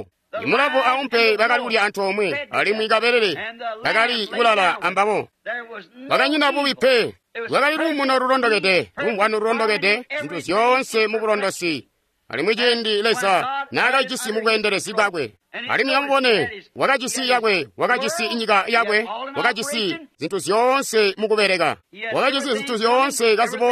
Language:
Tonga (Zambia)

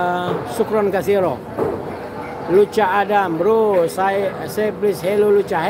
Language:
Indonesian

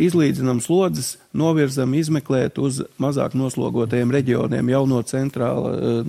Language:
Latvian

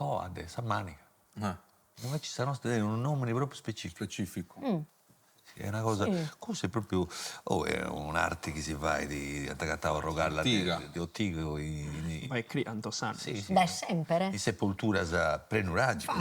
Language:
Sardinian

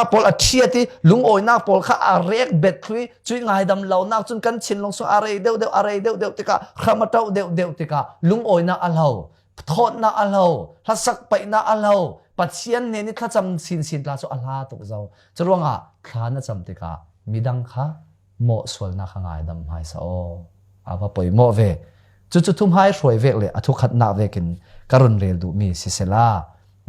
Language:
Falam Chin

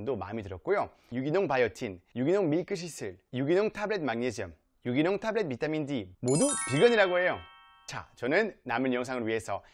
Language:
Korean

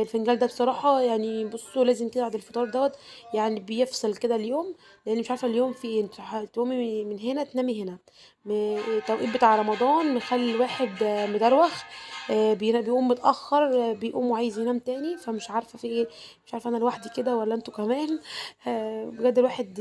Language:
Egyptian Arabic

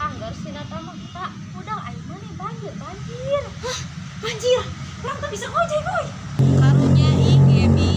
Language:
Sundanese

